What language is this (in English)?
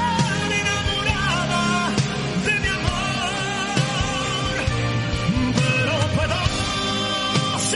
Spanish